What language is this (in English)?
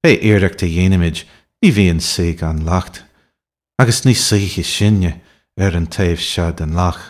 Irish